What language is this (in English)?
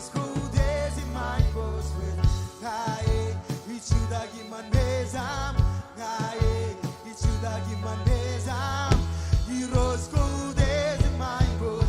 Marshallese